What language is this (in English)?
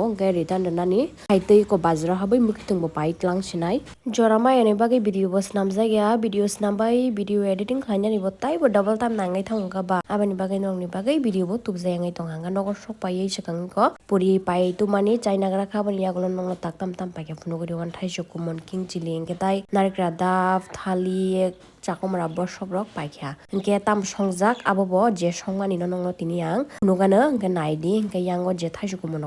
Kok Borok